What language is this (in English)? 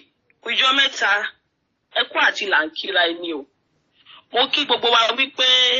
Yoruba